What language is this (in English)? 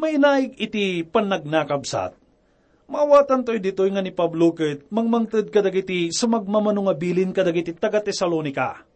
Iloko